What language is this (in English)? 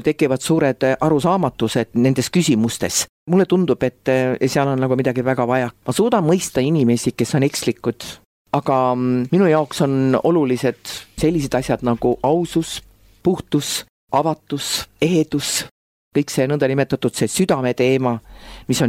Estonian